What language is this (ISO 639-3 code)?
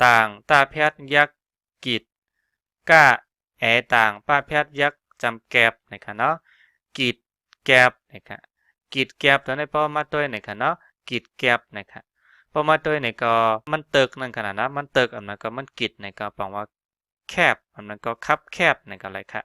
shn